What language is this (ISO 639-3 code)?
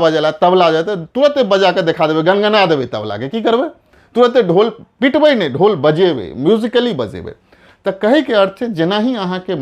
mai